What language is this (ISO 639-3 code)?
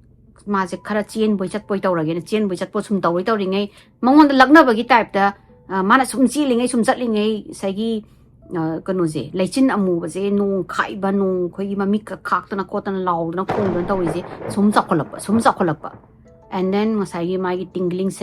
mni